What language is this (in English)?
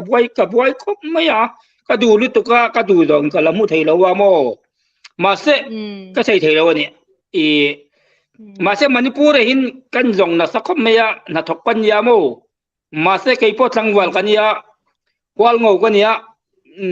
Hmar